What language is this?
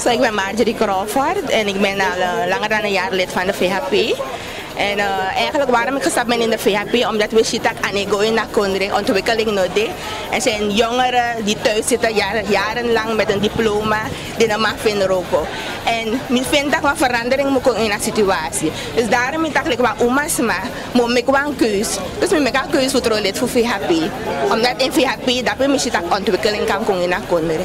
Sranan Tongo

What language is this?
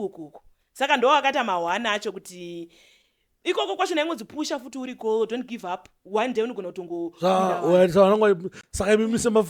Shona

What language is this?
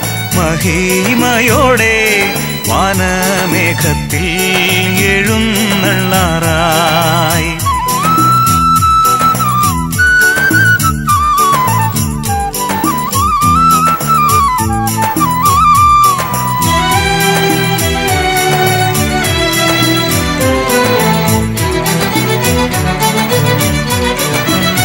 Malayalam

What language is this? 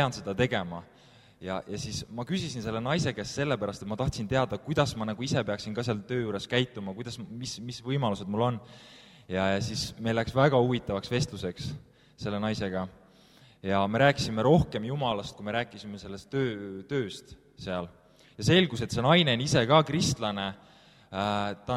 Estonian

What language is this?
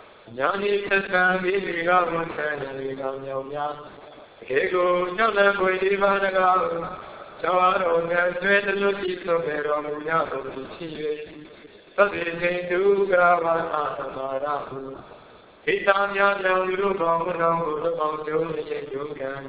Burmese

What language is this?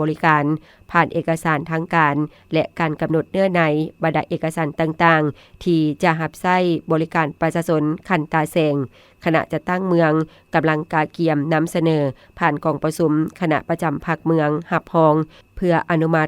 Lao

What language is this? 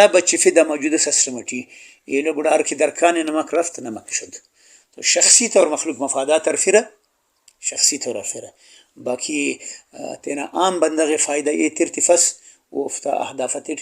Brahui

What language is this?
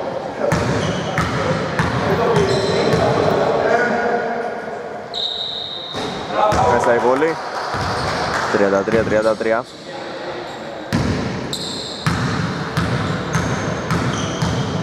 Greek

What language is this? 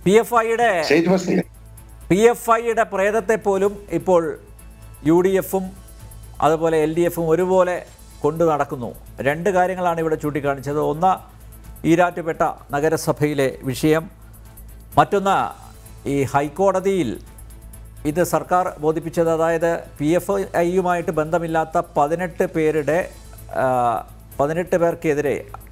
Malayalam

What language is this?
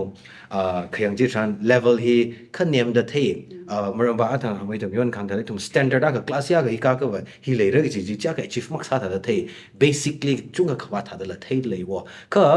Tangkhul Naga (India)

